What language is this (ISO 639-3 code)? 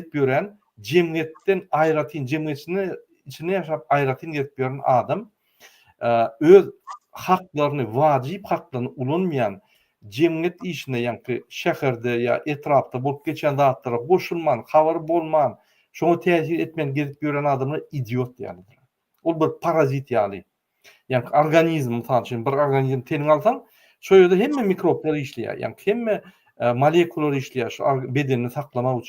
tuk